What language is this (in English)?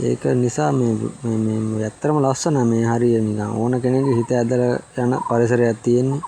Sinhala